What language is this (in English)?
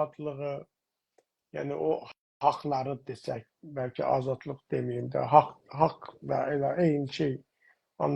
South Azerbaijani